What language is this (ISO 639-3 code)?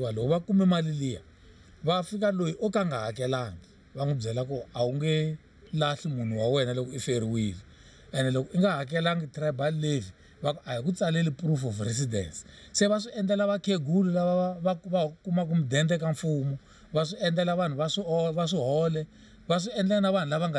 tso